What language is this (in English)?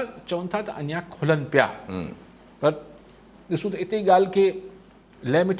Sindhi